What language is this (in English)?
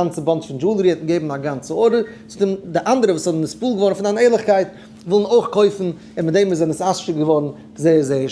Yiddish